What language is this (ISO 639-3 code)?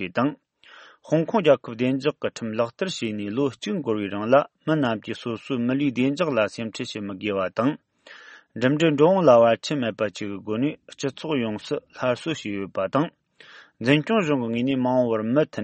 bod